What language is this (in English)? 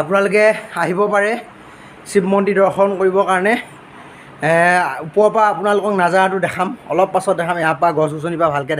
Assamese